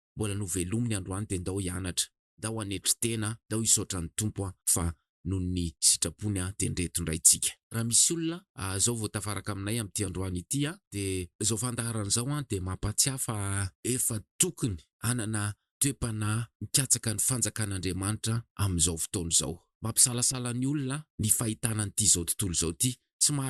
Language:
Malagasy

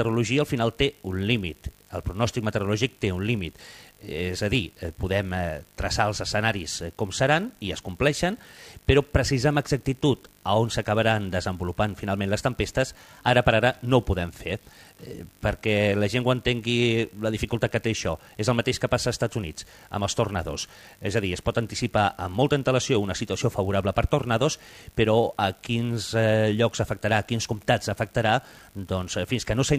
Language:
Catalan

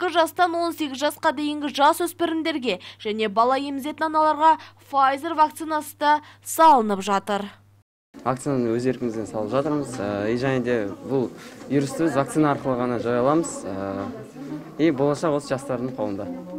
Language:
Kazakh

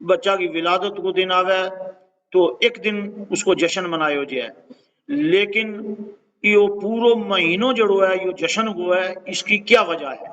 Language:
Gujari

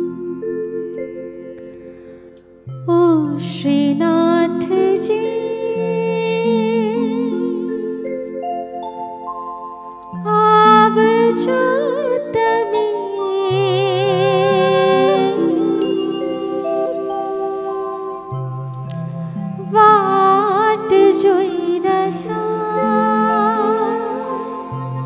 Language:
Gujarati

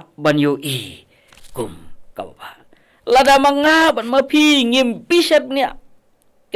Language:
Khasi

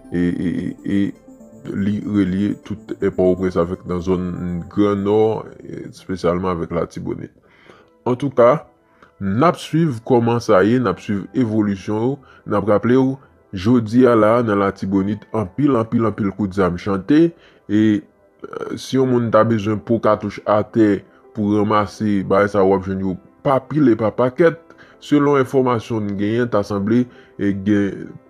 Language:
Haitian Creole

